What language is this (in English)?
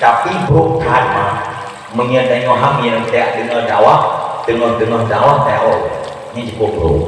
Achinese